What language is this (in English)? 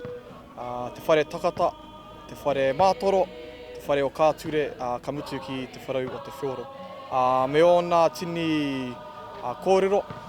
Māori